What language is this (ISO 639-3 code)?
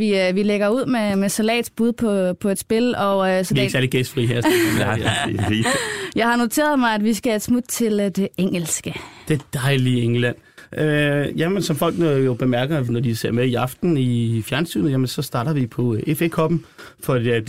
dan